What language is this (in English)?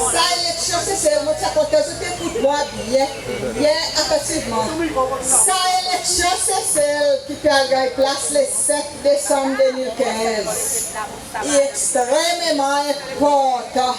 Seselwa Creole French